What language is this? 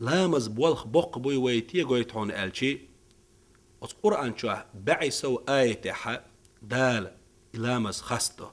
Chechen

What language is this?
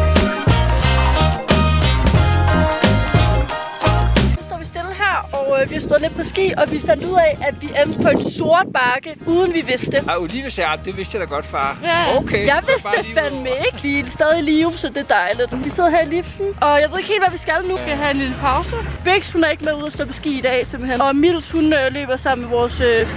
Danish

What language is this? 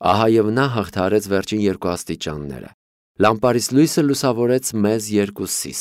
Armenian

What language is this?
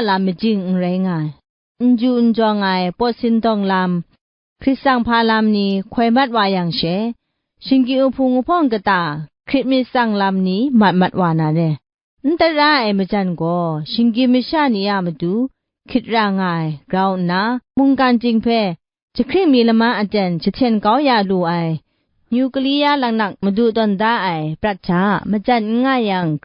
Kachin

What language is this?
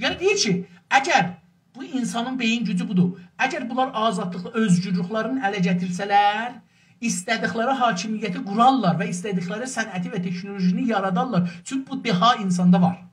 South Azerbaijani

